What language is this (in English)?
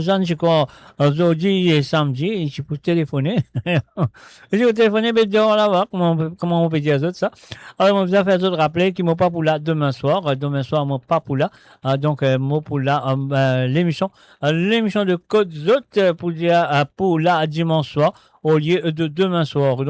Morisyen